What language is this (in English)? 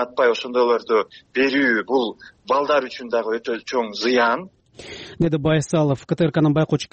Kyrgyz